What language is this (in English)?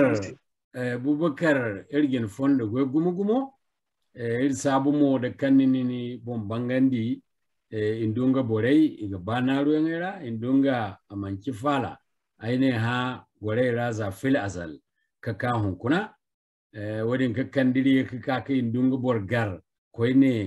Zarma